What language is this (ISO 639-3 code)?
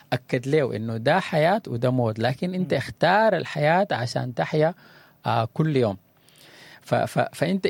apd